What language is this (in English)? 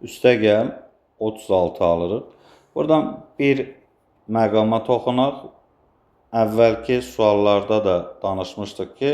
Azerbaijani